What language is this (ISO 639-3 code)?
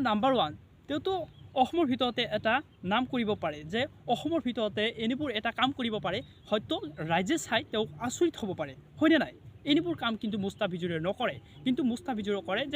asm